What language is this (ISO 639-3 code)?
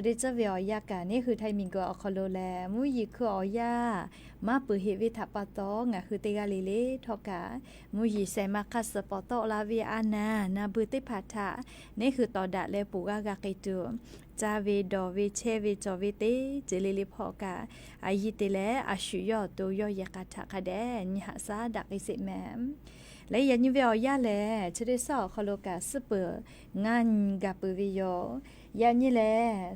lhu